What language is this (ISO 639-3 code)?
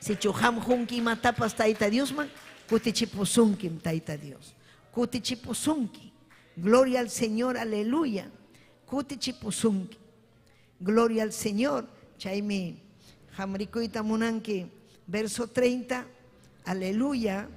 quy